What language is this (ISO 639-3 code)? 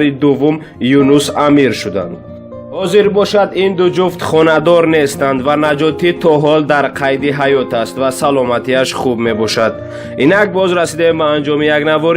tgk